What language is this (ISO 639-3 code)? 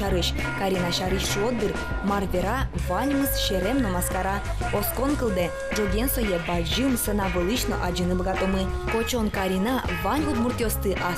udm